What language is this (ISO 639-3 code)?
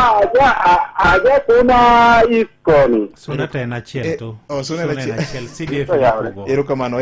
luo